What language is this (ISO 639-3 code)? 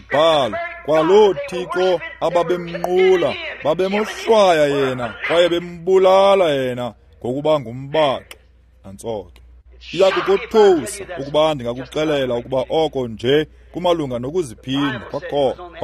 xho